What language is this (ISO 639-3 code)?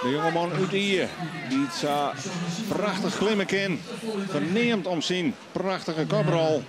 fry